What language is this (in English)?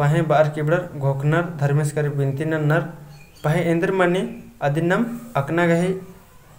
Kurukh